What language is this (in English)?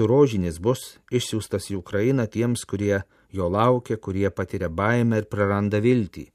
Lithuanian